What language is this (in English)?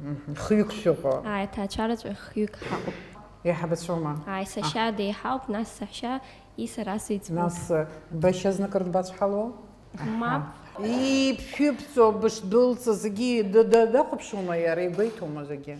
Abkhazian